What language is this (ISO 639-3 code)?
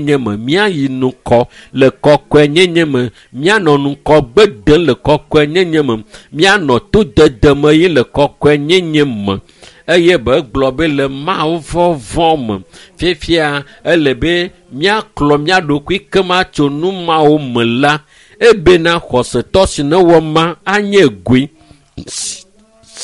ewe